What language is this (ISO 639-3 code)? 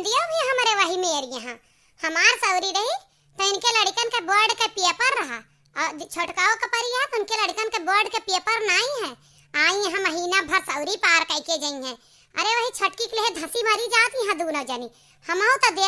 awa